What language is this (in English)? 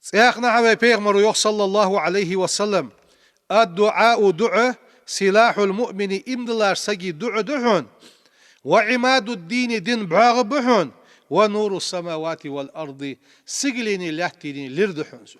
Ingush